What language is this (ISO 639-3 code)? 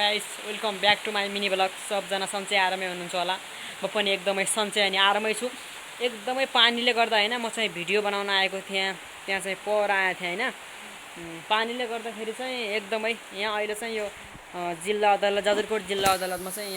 nep